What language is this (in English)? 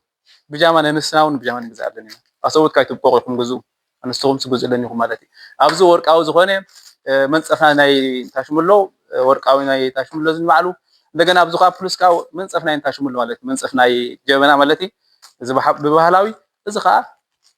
Tigrinya